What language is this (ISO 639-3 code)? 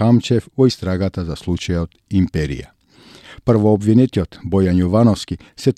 mkd